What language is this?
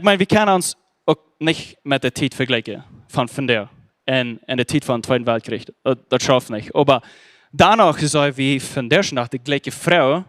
Plautdietsch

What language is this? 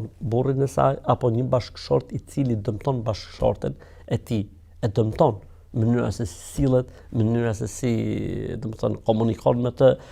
Albanian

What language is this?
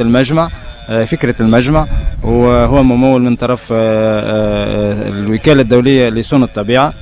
Tunisian Arabic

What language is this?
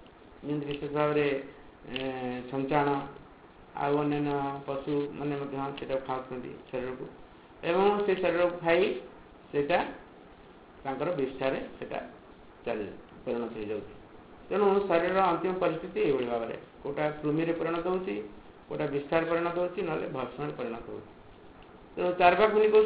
Odia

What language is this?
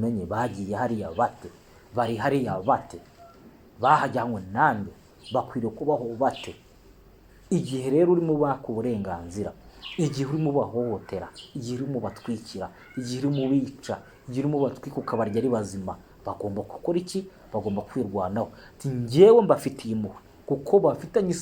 Kinyarwanda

